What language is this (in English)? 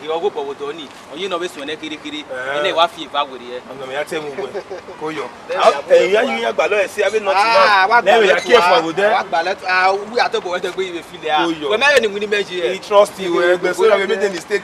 Bini